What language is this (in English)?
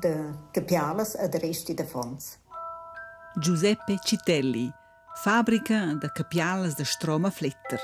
Romansh